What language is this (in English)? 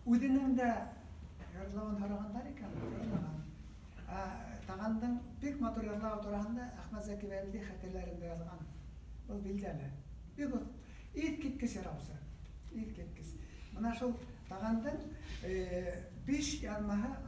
Bashkir